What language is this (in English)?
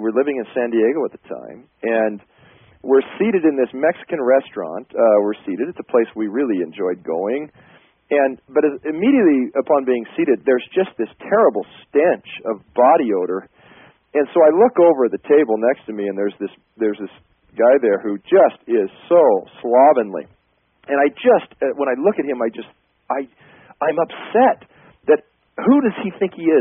English